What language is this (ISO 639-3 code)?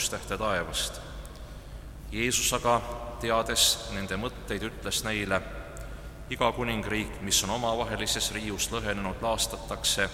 est